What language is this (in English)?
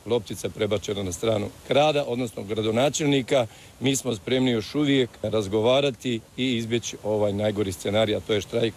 Croatian